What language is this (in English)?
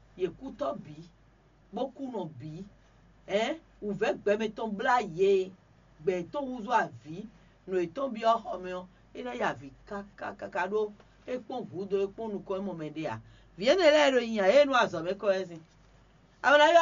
Fon